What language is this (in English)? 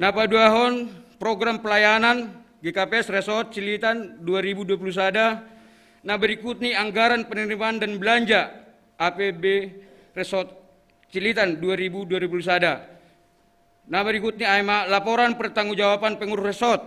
Batak Simalungun